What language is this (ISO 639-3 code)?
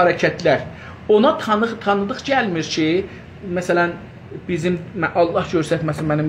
azb